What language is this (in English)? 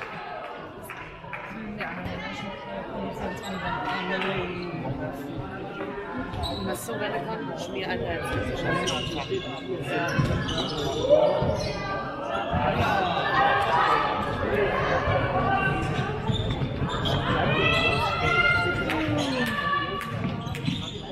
German